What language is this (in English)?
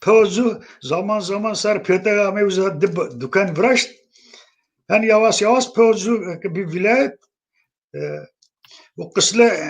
Zaza